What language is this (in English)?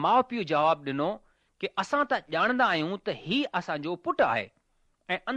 Sindhi